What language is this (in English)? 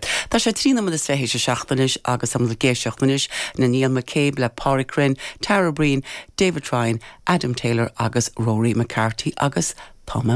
Irish